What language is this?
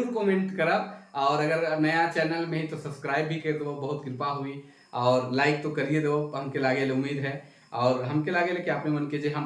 Sadri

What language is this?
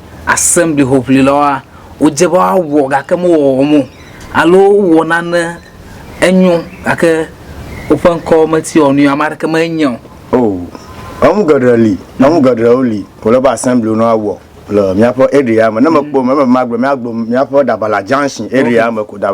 Ewe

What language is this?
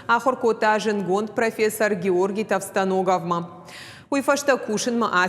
Ossetic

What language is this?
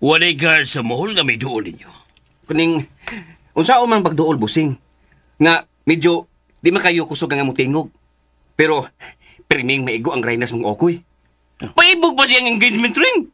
Cebuano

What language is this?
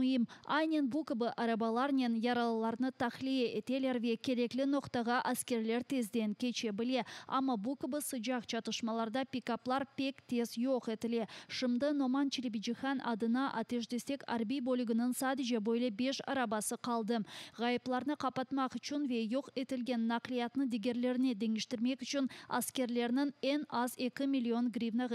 Crimean Tatar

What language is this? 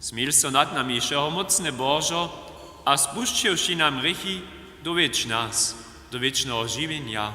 Upper Sorbian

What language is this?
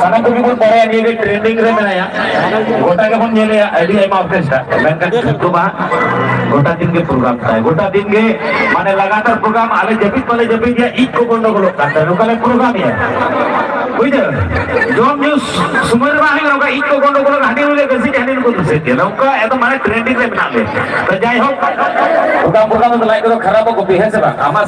Santali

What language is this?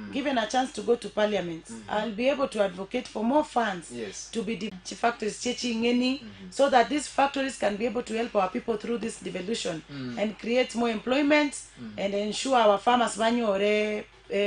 Gusii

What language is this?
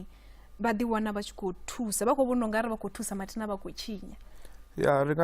Venda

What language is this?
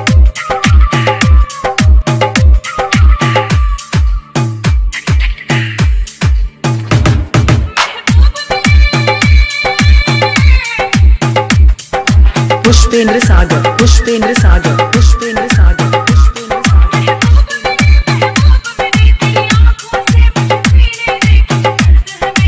Hindi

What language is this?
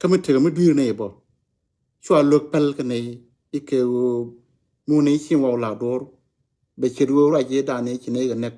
Nuer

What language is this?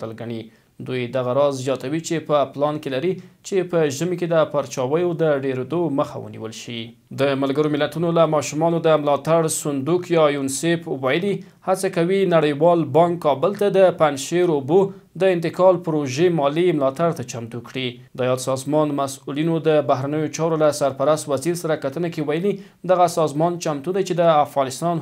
Pashto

